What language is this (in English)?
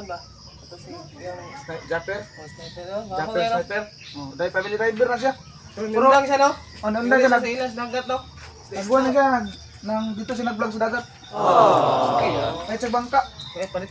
Cebuano